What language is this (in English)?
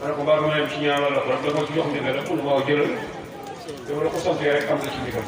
Wolof